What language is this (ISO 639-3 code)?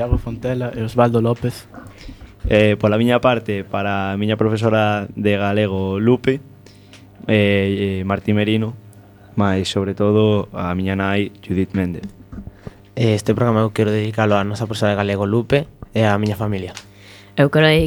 glg